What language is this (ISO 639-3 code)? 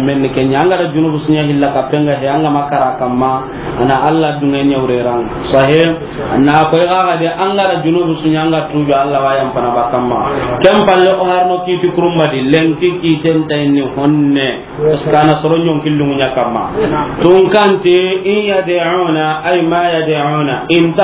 snk